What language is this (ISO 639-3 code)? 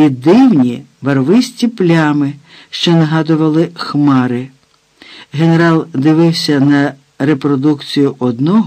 ukr